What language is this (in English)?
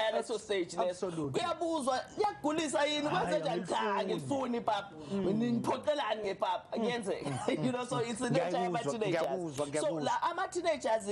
Zulu